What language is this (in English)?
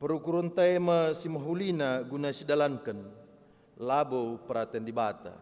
Batak Karo